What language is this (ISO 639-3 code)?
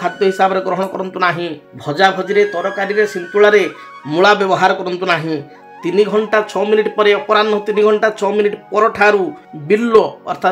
ori